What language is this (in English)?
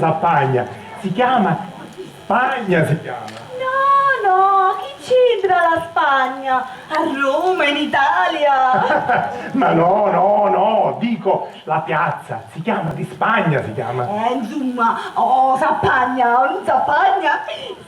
Sicilian